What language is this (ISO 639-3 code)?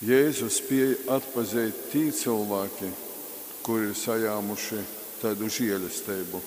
ltg